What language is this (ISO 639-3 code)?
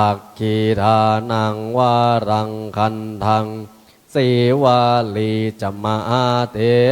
pli